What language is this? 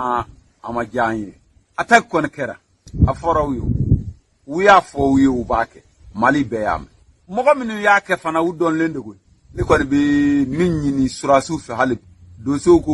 Bambara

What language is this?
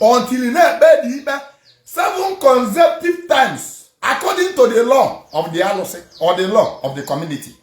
Igbo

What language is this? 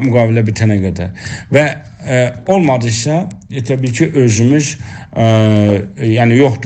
South Azerbaijani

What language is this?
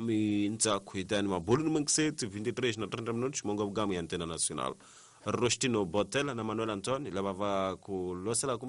Tsonga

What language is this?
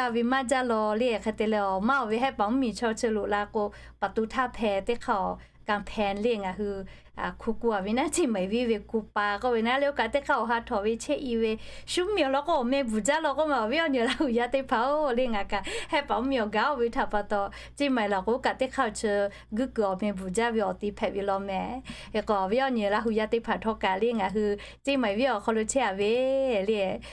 Lahu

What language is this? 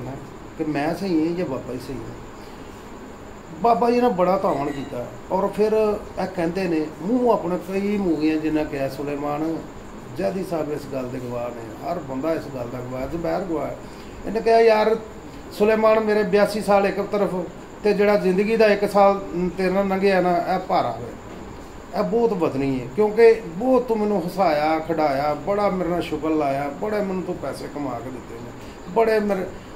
Punjabi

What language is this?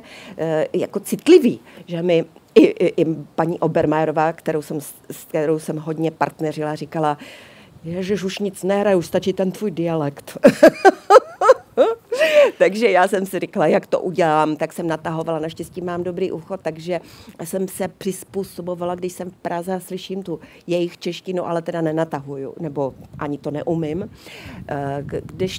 Czech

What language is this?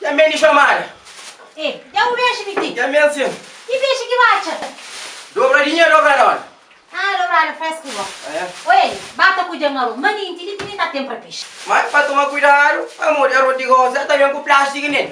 Kabuverdianu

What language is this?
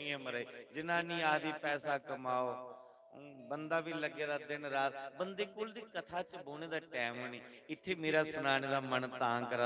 Dogri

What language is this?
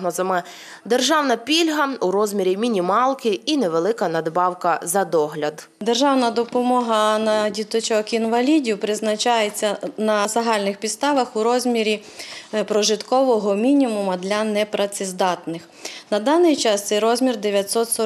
Ukrainian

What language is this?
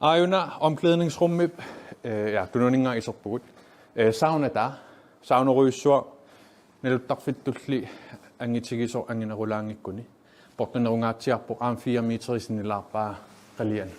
Kalaallisut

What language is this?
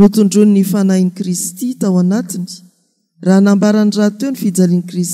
Malagasy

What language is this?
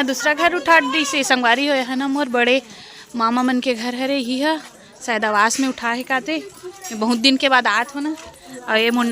Chhattisgarhi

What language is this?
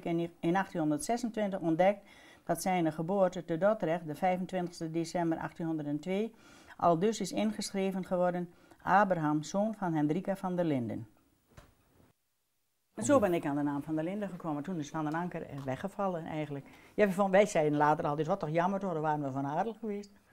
Dutch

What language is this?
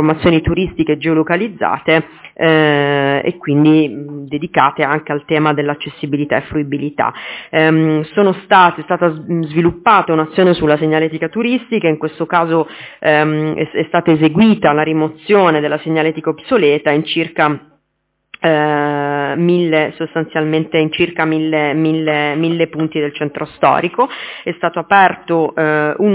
Italian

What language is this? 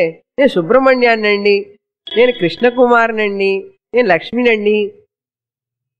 Telugu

